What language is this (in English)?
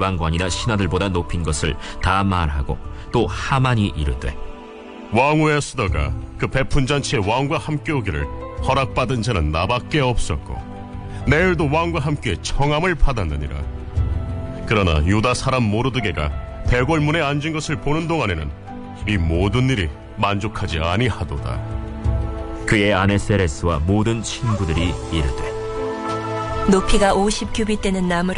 Korean